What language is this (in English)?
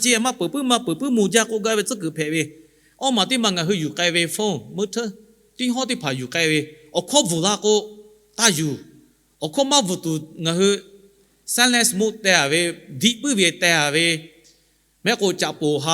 Lahu